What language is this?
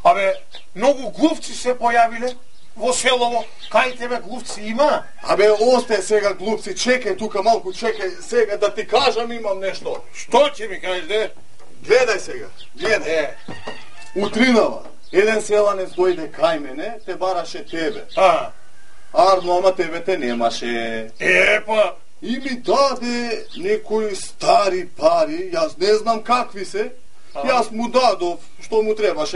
Macedonian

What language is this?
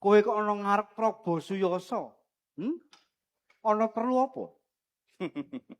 Javanese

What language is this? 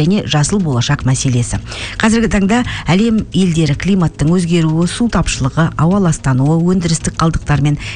Kazakh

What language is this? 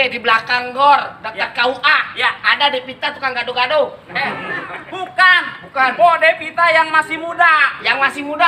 Betawi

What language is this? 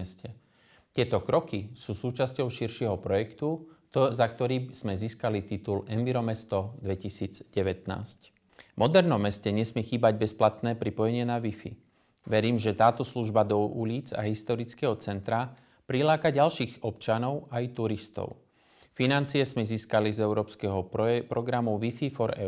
Slovak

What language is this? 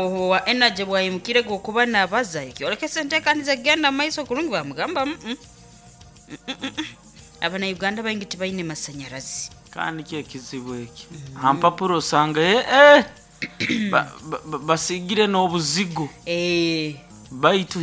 Nyoro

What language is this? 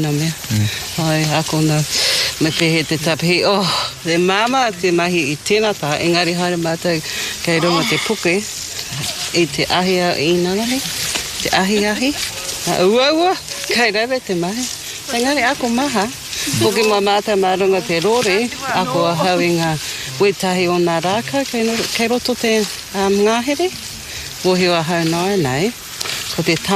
Māori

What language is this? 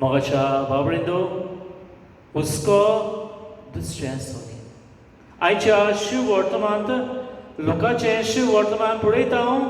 Konkani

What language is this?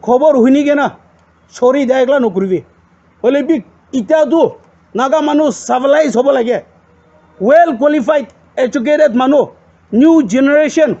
Naga Pidgin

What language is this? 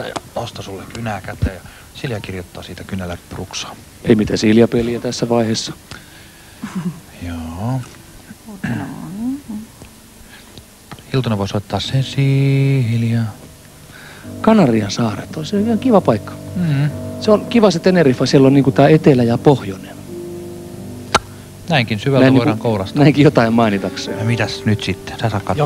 Finnish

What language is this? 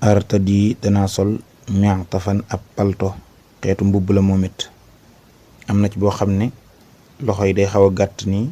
Wolof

